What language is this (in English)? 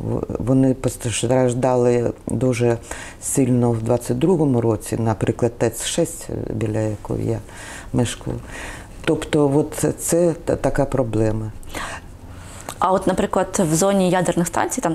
Ukrainian